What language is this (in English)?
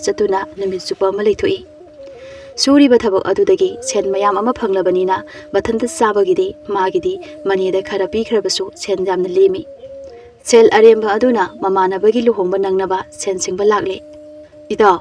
Manipuri